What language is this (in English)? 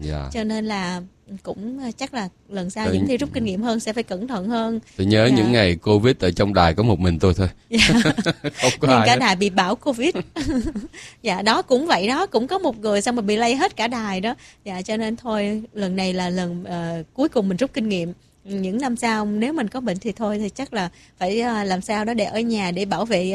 Vietnamese